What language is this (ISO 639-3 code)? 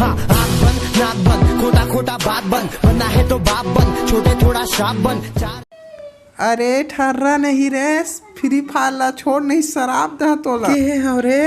hne